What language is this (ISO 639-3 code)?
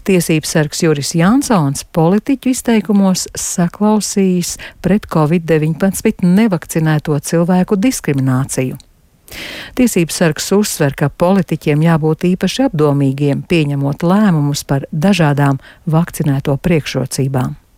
lav